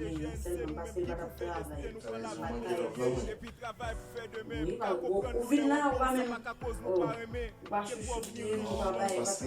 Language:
Haitian Creole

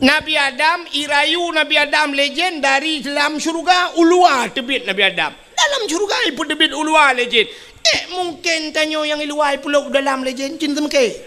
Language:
Achinese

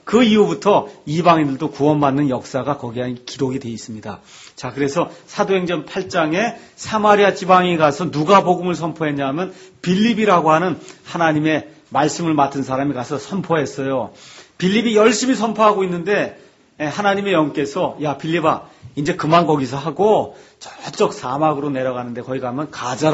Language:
Korean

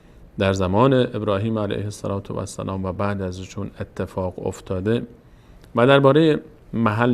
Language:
Persian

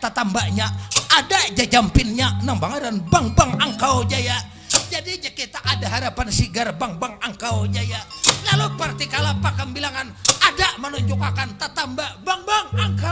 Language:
Banjar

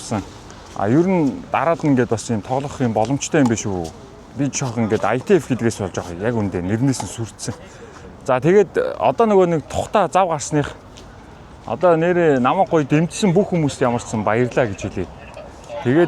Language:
Mongolian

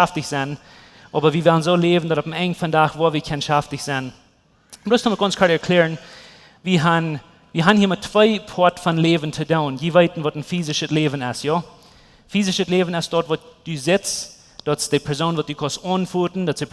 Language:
Plautdietsch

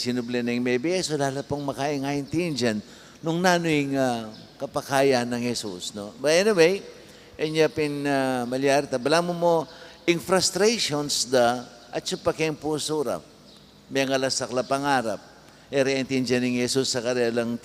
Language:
Pampanga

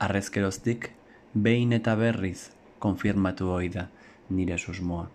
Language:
Basque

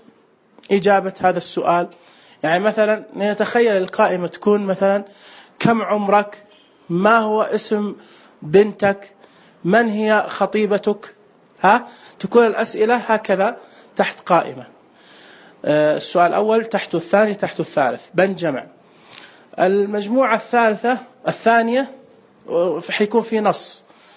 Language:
Najdi Arabic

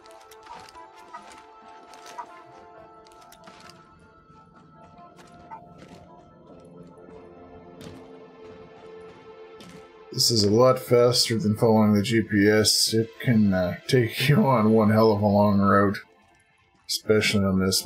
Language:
English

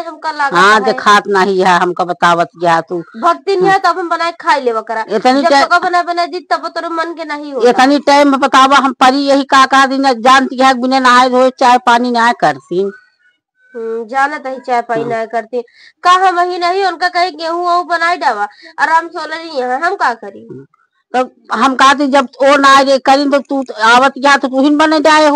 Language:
Awadhi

